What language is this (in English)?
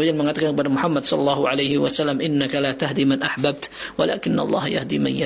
Indonesian